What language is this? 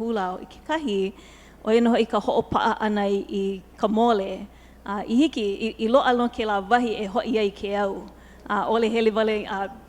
Hawaiian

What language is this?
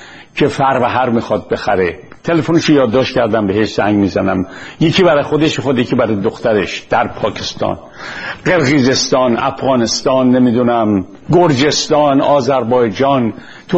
Persian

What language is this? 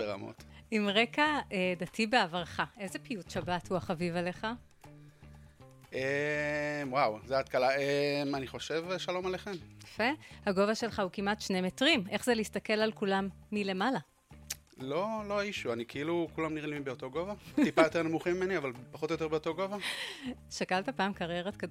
Hebrew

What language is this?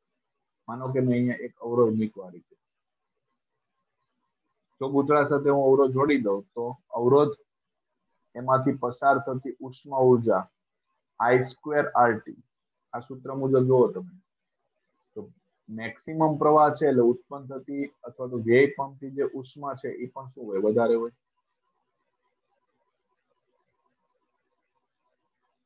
Gujarati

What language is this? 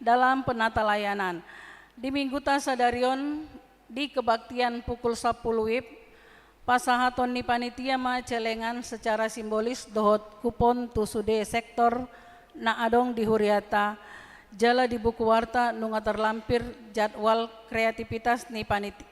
Batak Toba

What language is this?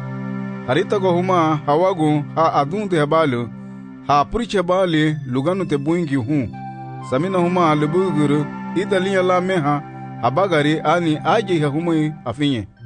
Garifuna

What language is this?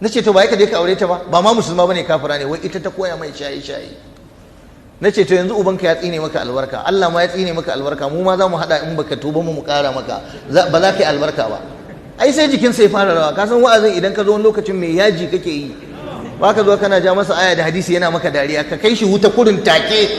Hausa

